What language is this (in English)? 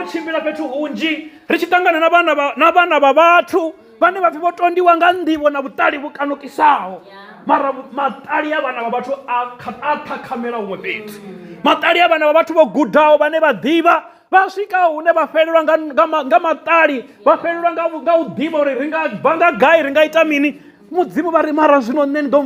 Venda